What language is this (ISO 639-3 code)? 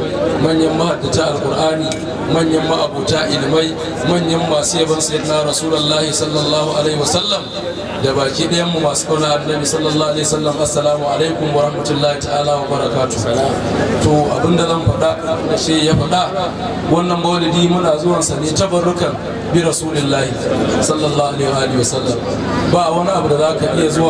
hau